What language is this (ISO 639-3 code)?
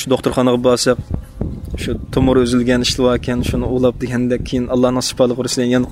uig